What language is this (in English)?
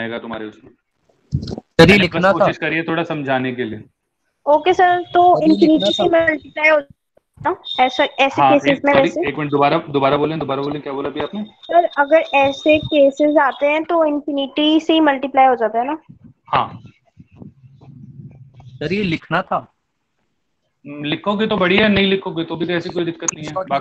Hindi